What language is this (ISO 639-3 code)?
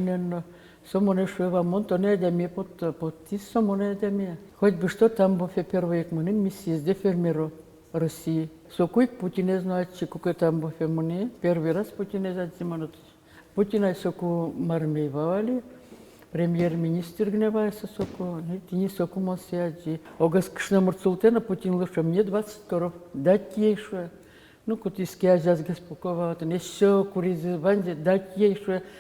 udm